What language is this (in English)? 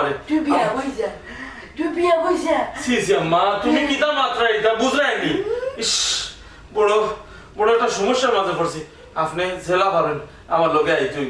Sylheti